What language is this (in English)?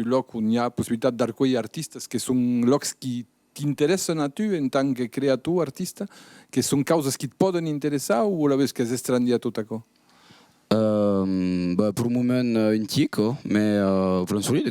Occitan